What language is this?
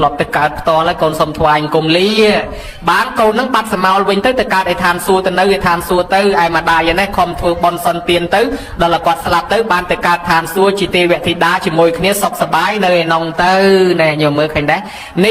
Khmer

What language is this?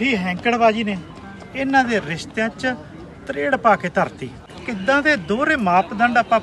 Punjabi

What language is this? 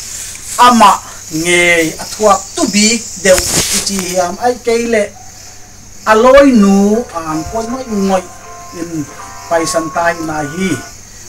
Paite Chin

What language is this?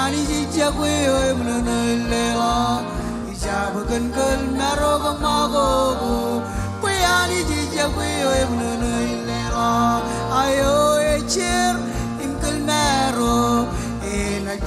Marshallese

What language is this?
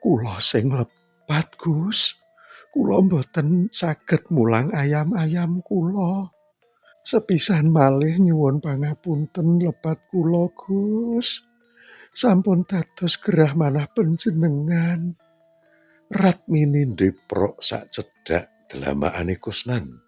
Javanese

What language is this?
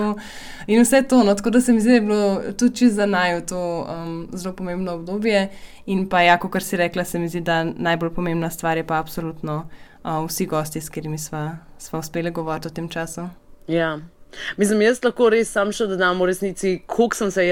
Slovenian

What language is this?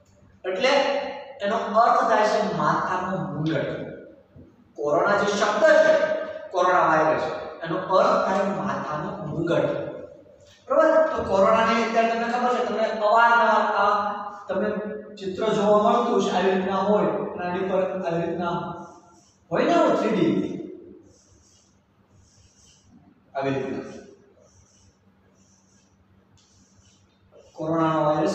Gujarati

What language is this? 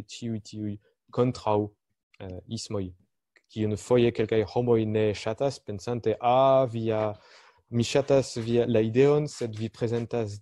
Esperanto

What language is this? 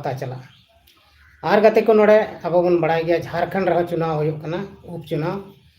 Santali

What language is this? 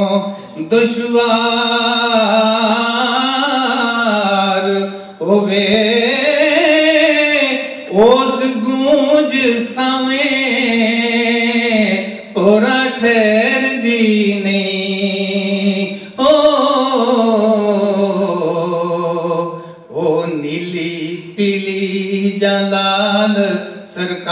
Punjabi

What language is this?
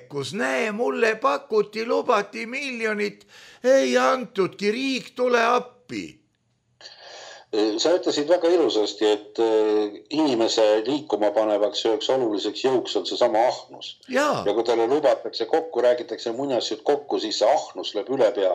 Estonian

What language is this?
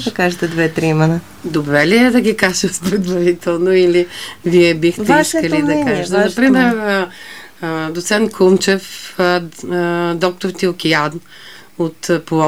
Bulgarian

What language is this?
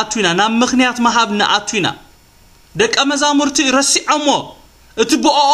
Tigrinya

